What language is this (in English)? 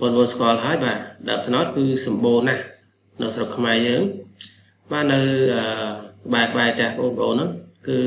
Khmer